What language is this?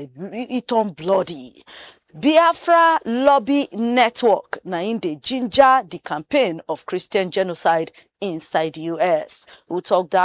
Nigerian Pidgin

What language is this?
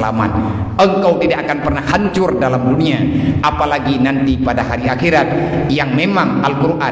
Achinese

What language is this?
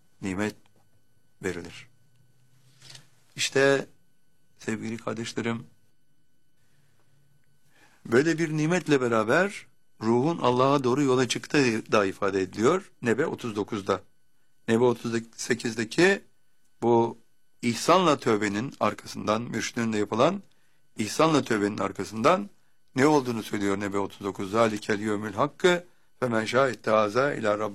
Turkish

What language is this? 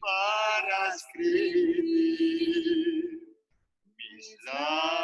Ladino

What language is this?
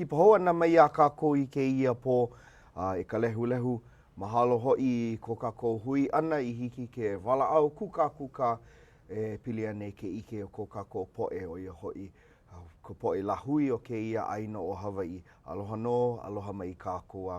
Hawaiian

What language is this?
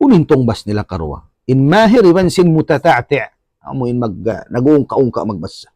Tausug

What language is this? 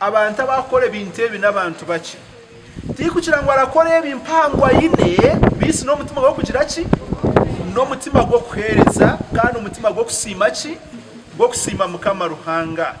Nyankole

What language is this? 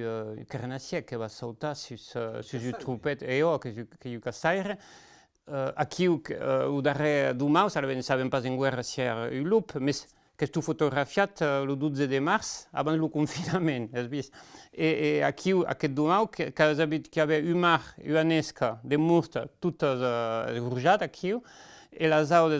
Occitan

